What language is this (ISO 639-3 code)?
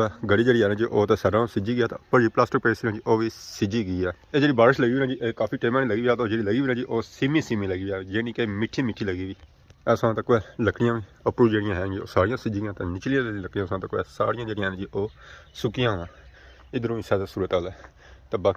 phr